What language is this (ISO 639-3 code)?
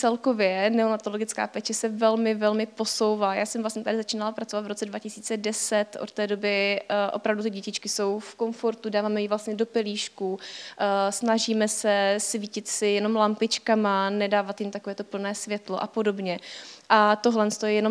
ces